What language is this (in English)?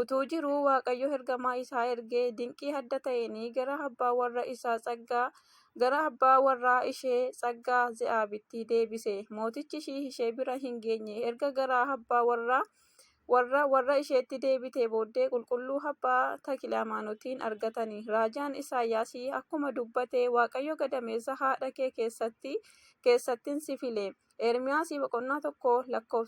Oromo